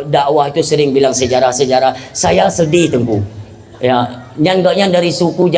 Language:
Achinese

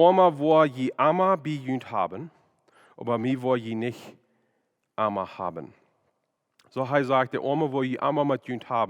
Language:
Plautdietsch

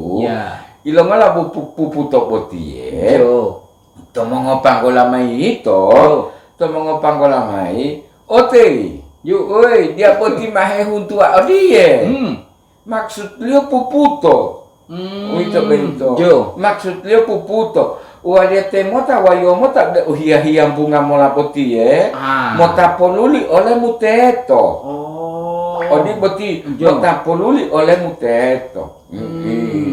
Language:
Gorontalo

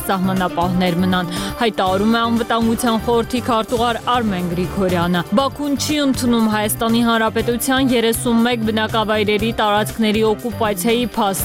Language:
Armenian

